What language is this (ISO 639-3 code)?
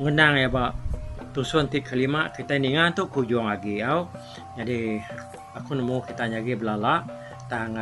iba